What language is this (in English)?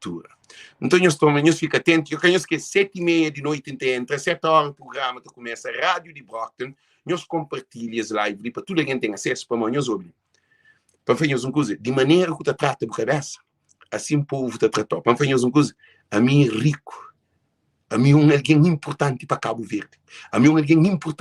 Kabuverdianu